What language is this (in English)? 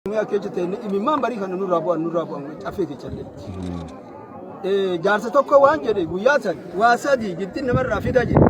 Oromo